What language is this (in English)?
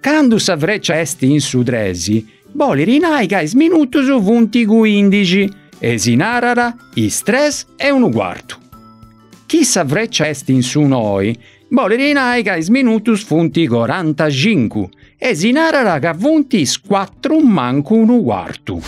Sardinian